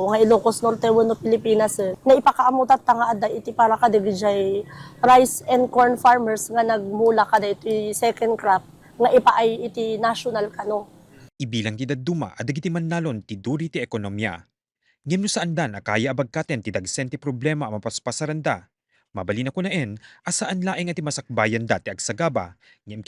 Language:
Iloko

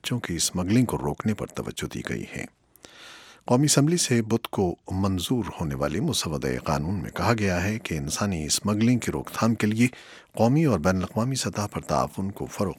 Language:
Urdu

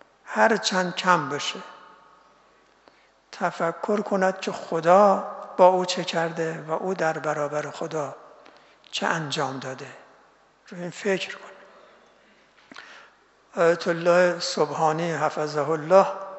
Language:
Persian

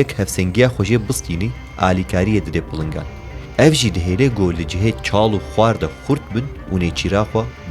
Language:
Kurdish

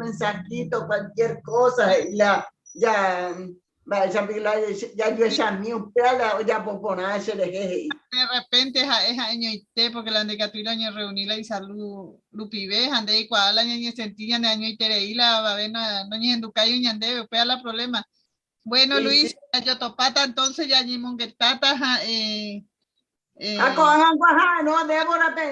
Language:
Guarani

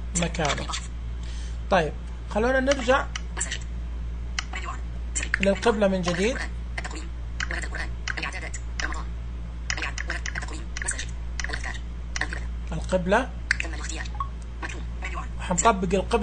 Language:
Najdi Arabic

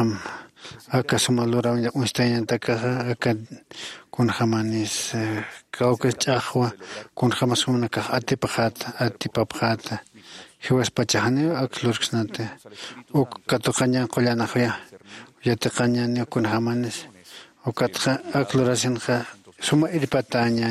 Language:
Aymara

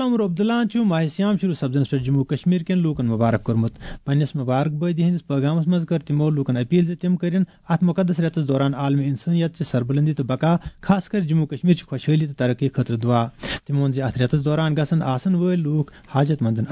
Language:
Kashmiri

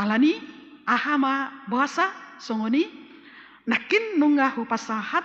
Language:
Batak Toba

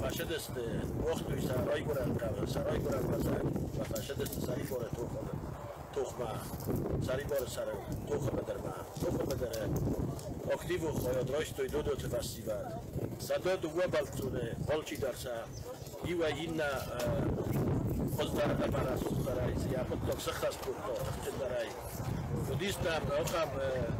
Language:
Ossetic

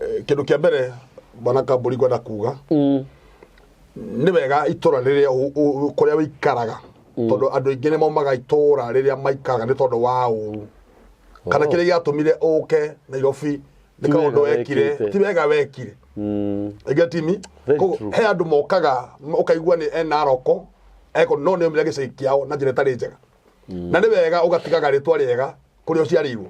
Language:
Kikuyu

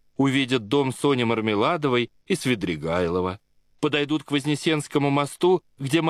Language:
Russian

